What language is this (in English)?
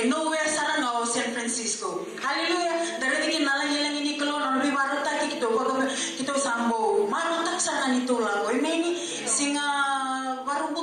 Fijian